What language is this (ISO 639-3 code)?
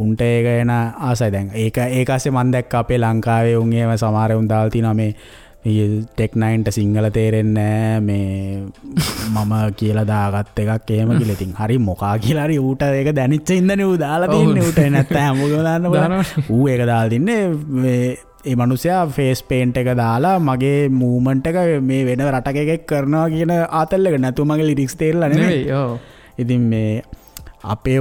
sin